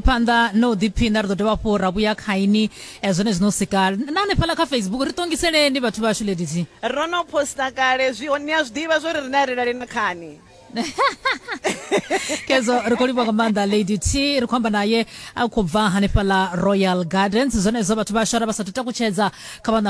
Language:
Venda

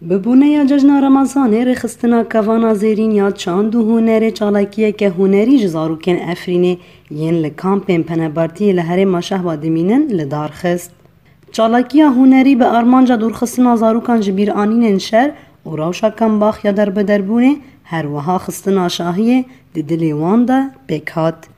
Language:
Kurdish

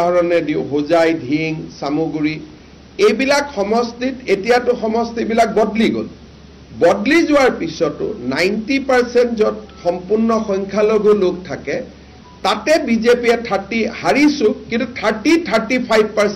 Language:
Assamese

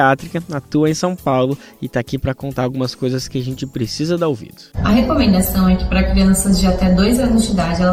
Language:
Portuguese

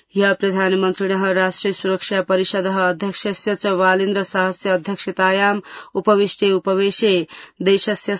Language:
Sanskrit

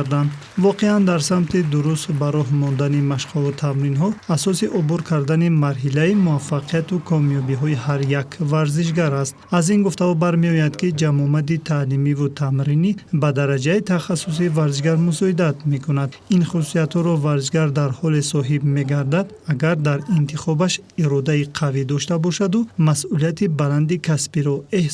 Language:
Tajik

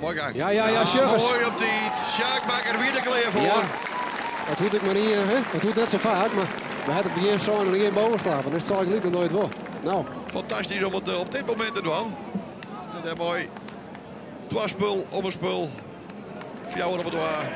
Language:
Western Frisian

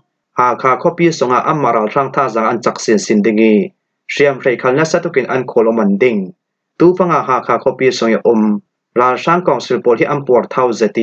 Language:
Falam Chin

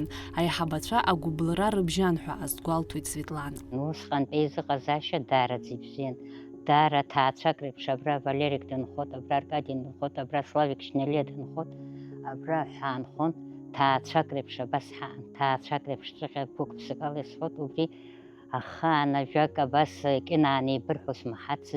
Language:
Abkhazian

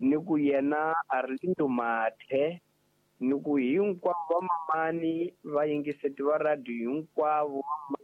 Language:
Tsonga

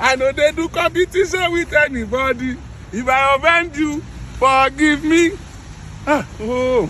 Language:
Yoruba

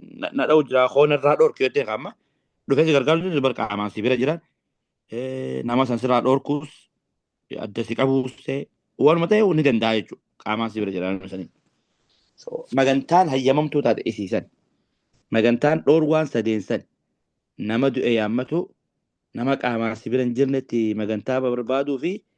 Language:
Oromo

